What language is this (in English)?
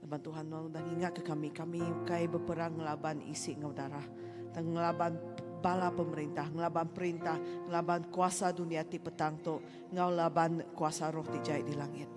Iban